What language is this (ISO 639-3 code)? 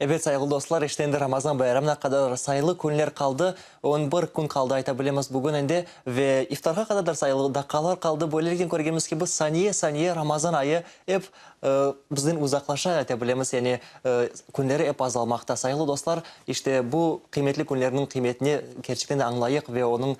crh